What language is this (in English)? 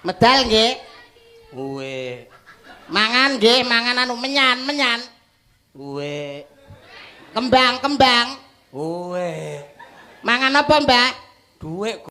Javanese